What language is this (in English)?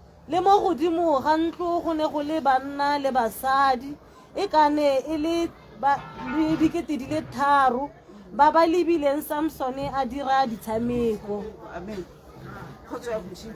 Tswana